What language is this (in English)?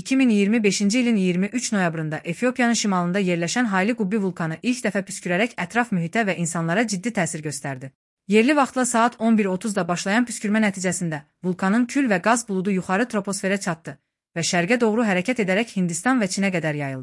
Azerbaijani